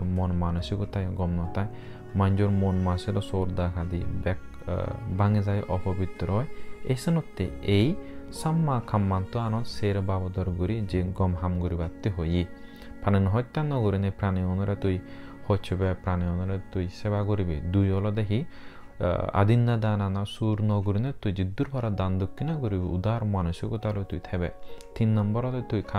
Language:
Chakma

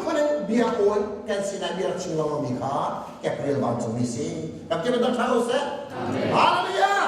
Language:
Hakha Chin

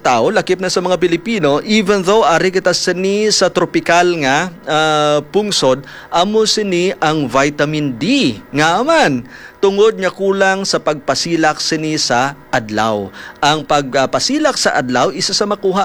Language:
Hiligaynon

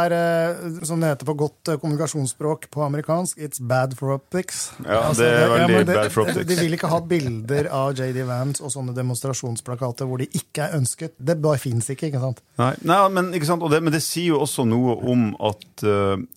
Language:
Norwegian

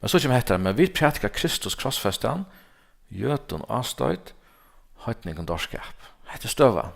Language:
Faroese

